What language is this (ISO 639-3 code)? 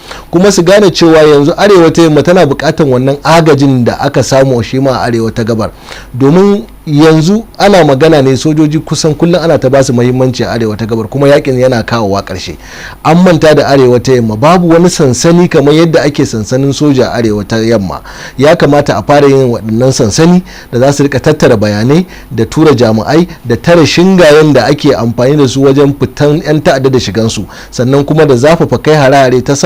hau